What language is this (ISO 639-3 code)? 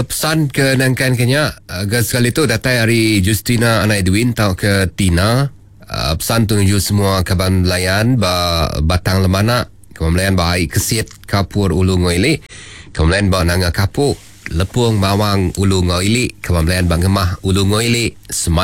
iba